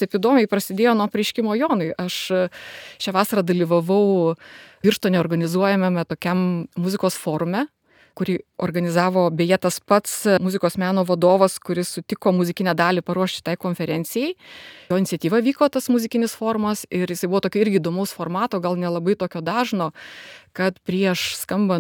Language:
Lithuanian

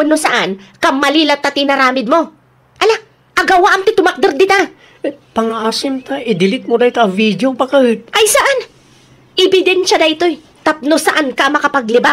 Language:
Iloko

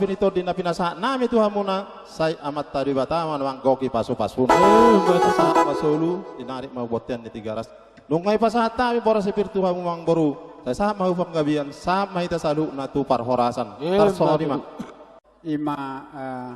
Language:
Batak Toba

